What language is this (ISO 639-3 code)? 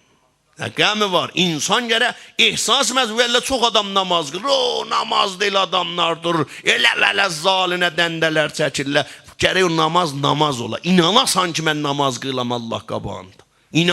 azb